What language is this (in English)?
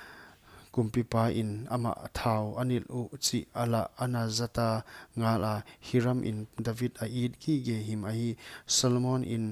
Paite Chin